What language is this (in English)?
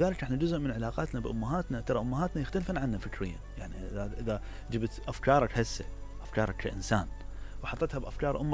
Mesopotamian Arabic